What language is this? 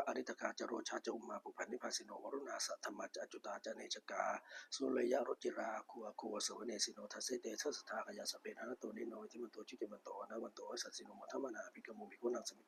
Pali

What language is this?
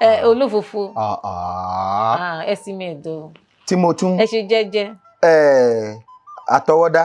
Yoruba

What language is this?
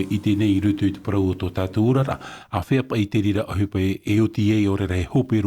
Tahitian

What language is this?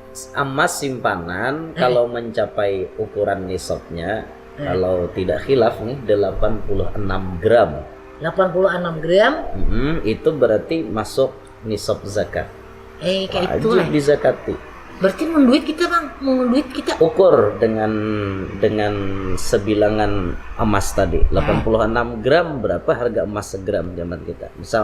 Banjar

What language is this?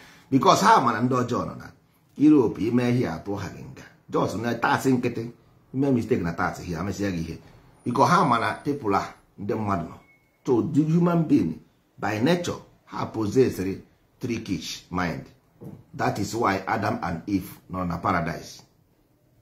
Igbo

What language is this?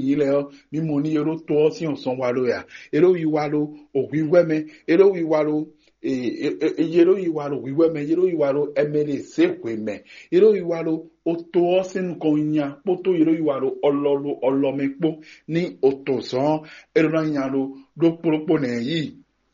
Fon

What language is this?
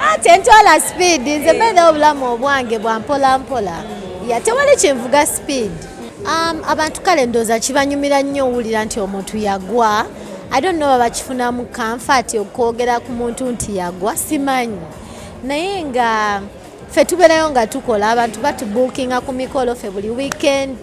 Ganda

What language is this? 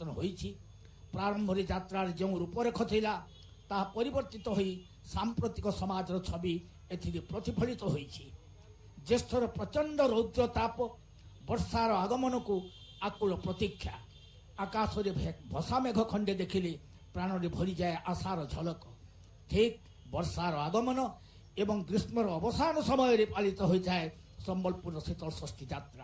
Odia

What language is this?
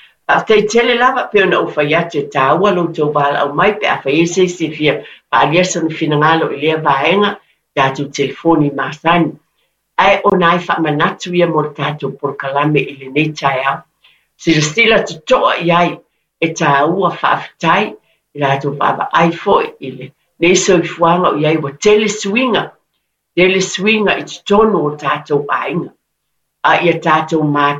Samoan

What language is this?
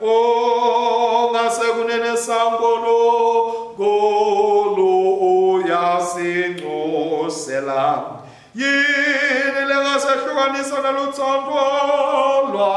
Swati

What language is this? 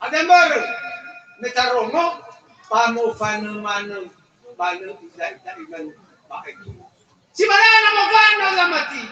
Nias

